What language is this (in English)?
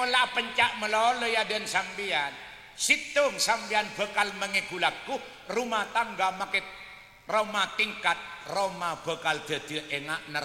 Madurese